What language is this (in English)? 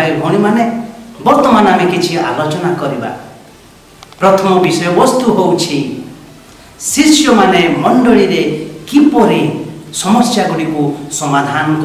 Odia